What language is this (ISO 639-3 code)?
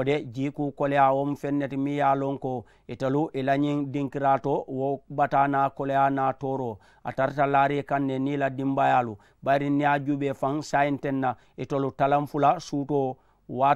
man